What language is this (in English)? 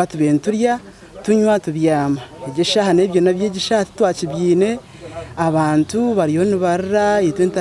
Nyankole